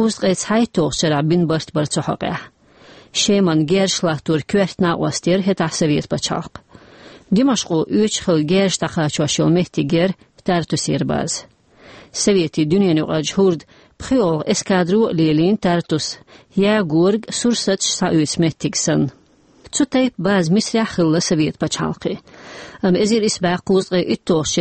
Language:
Chechen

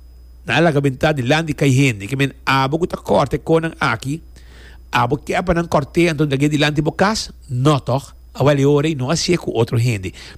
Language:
Papiamento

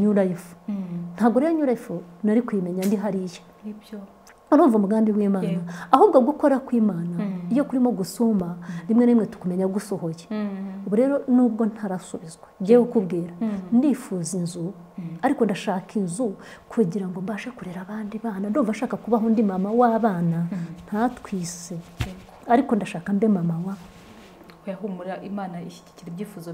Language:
Kinyarwanda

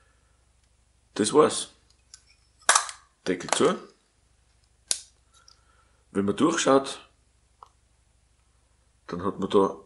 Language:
German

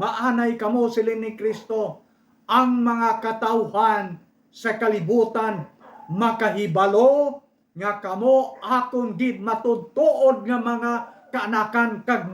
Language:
Hiligaynon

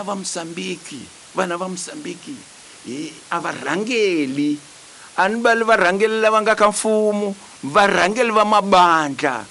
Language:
Tsonga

